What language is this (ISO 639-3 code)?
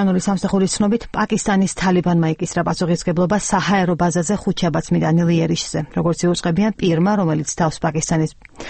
kat